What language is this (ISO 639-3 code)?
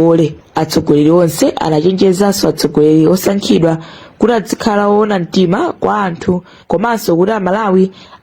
nya